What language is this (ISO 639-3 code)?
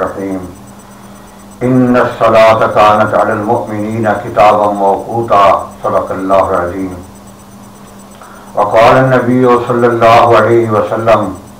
urd